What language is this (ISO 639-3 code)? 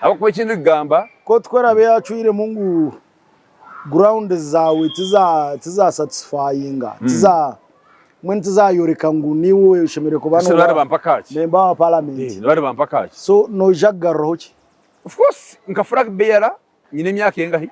nyn